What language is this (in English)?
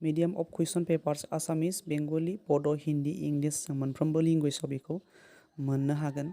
Bodo